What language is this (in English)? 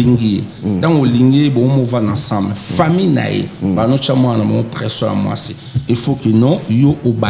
Lingala